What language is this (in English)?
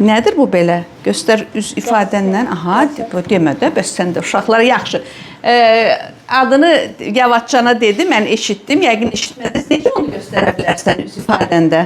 Azerbaijani